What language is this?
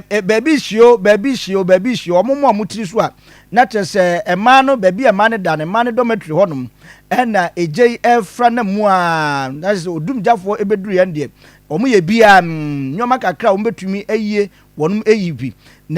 Akan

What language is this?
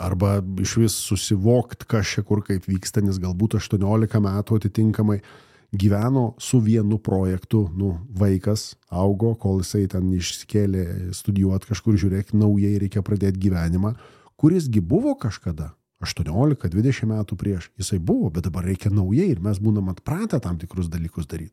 Lithuanian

